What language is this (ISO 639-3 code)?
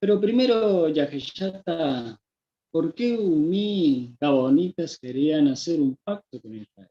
grn